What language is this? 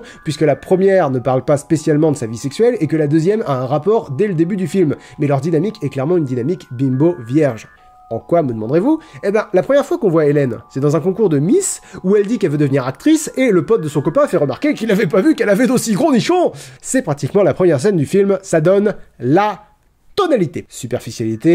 French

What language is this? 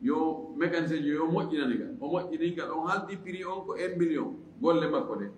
Fula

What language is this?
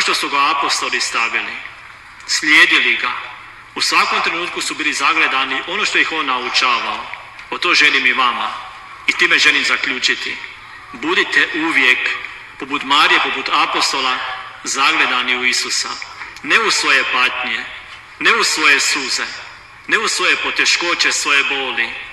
Croatian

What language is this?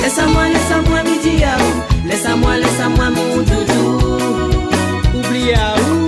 Réunion Creole French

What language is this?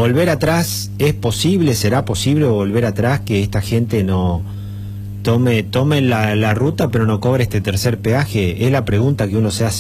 Spanish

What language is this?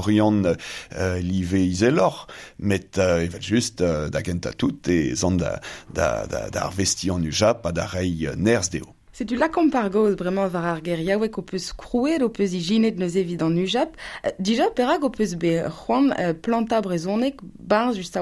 Breton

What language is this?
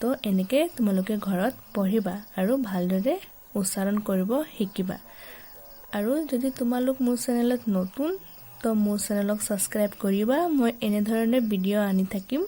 Assamese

